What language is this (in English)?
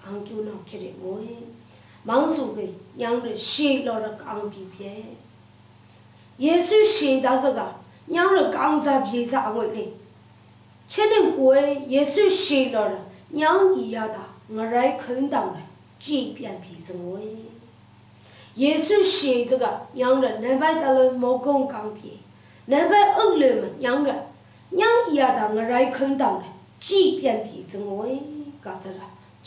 Lashi